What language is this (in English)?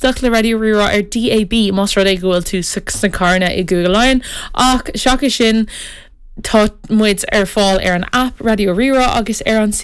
Irish